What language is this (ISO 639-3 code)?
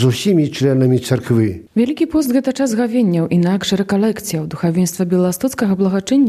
bel